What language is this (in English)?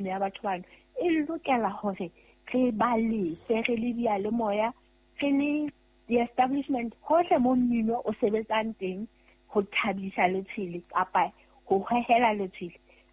Southern Sotho